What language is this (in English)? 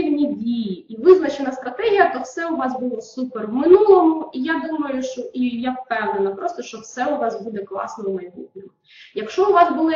Ukrainian